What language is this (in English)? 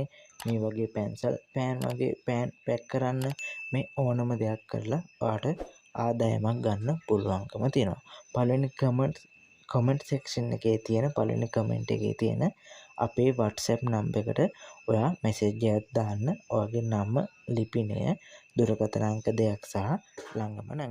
Sinhala